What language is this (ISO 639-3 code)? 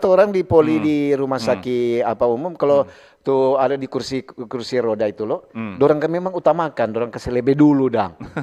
xmm